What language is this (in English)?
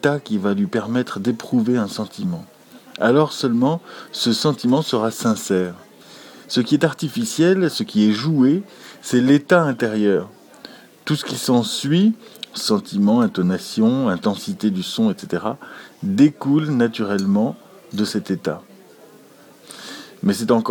French